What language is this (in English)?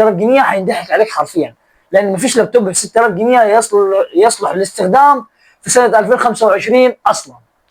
Egyptian Arabic